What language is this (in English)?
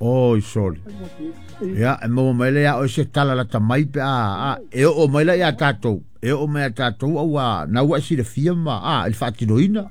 Samoan